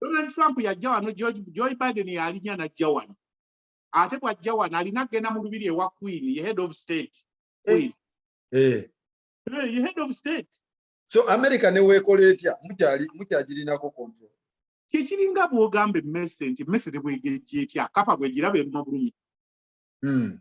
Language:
Ganda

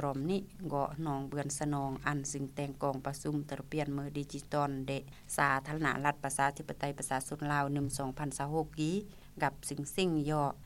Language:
Lao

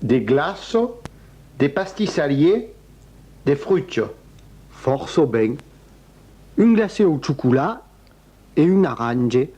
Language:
Occitan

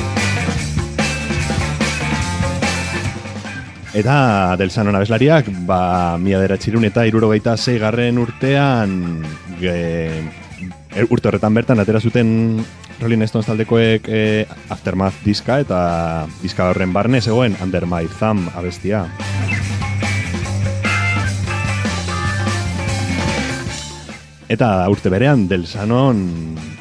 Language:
Basque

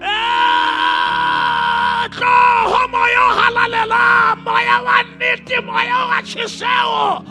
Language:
Southern Sotho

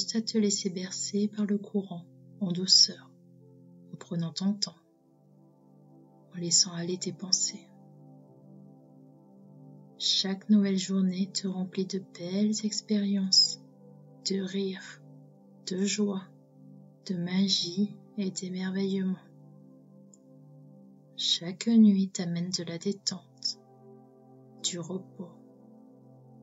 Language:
French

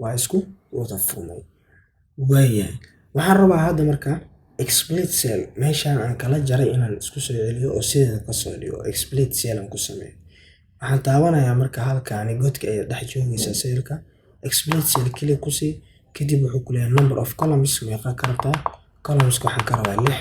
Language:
Somali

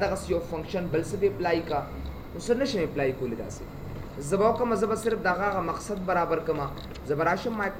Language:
Pashto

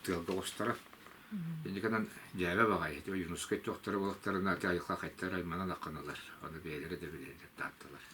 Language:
Yakut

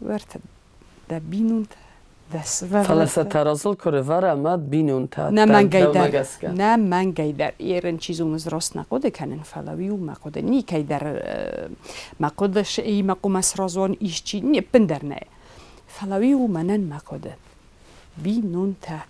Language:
Ossetic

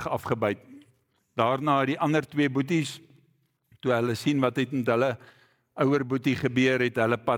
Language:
Afrikaans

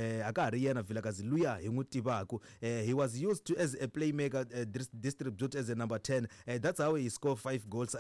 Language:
Tsonga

